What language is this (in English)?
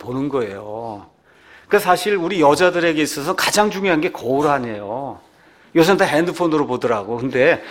Korean